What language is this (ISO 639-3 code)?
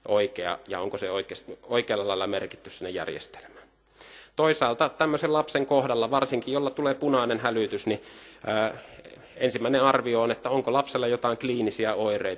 fin